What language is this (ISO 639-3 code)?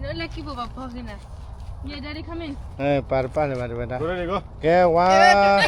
ksw